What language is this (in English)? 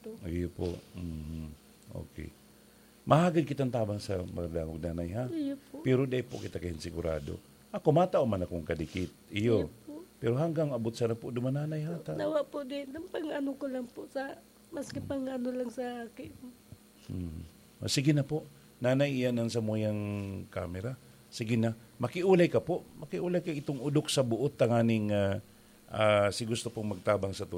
Bikol